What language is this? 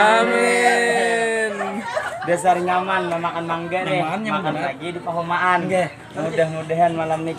Banjar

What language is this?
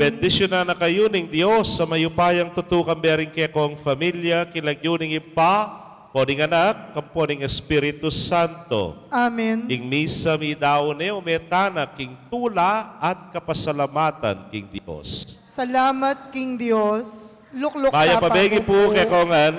Pampanga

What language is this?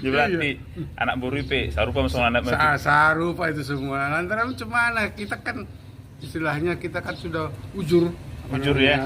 Batak Toba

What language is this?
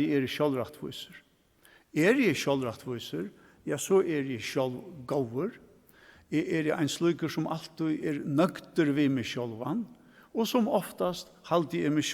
Faroese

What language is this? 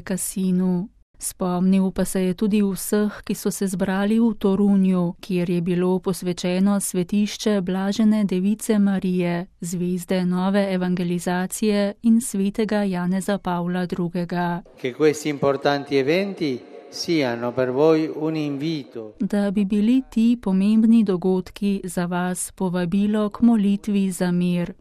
Slovenian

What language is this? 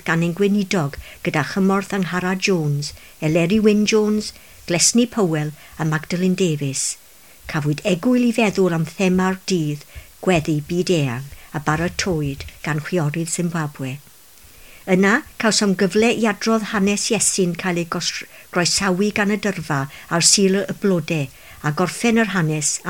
Welsh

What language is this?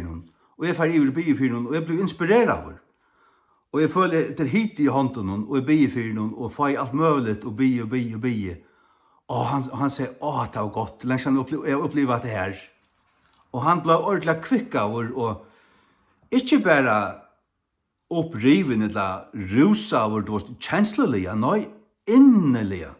Faroese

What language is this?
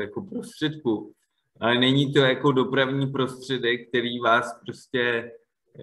Czech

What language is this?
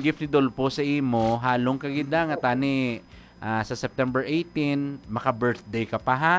Hiligaynon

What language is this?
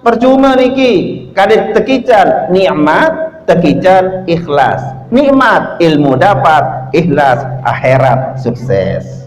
Sasak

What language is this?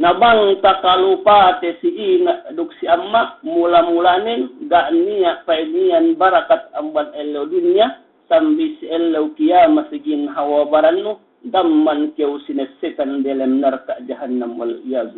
Yakan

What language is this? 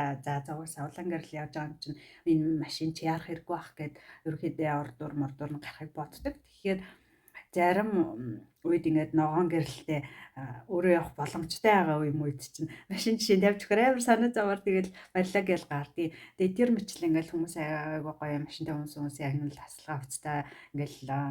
Mongolian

